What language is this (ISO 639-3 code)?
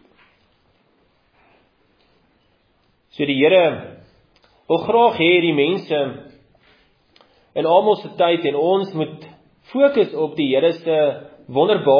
afr